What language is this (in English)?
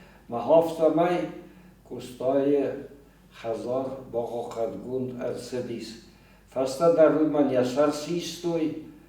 Ossetic